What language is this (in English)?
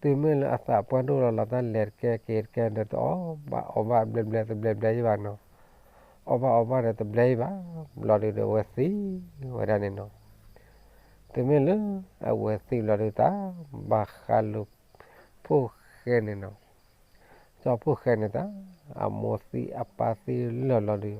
S'gaw Karen